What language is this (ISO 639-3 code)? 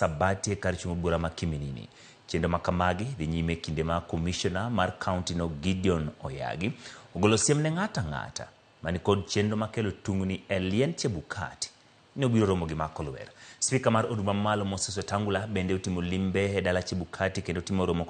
luo